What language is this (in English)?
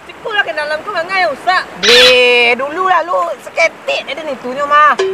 Minangkabau